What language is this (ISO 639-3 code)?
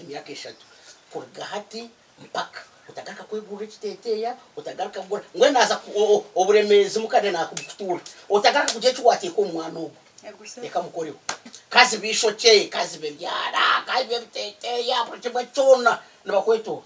nyn